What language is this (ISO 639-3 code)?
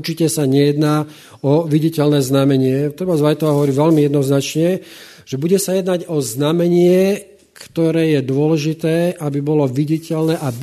slk